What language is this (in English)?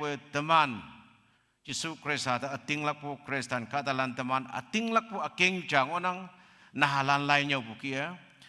Konyak Naga